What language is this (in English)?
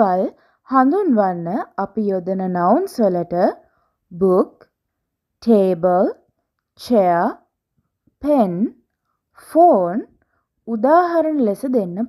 Sinhala